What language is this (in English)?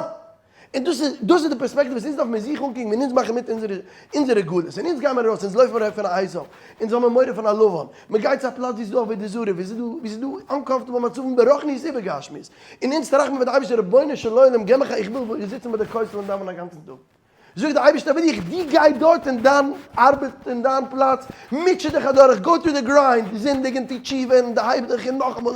Yiddish